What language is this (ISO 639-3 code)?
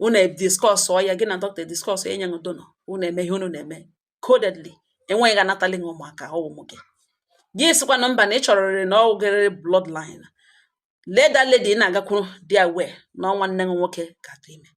ibo